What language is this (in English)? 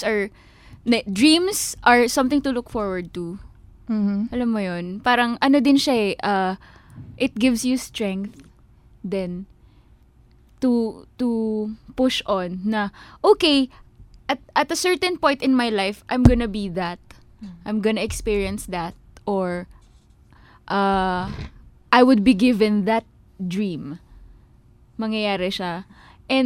Filipino